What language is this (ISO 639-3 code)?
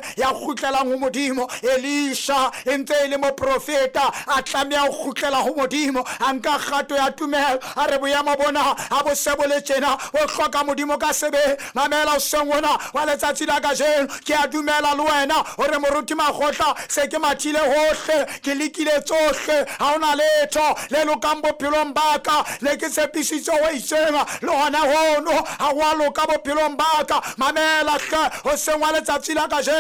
sot